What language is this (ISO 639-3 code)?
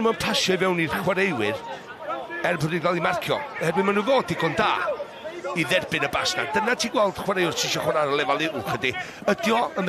cym